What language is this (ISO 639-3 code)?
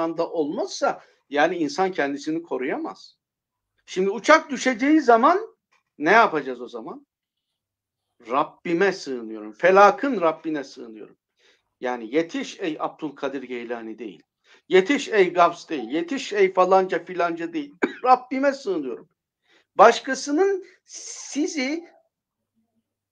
tur